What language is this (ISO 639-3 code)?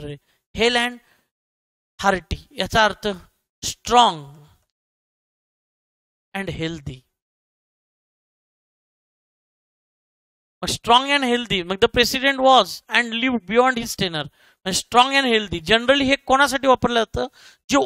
mar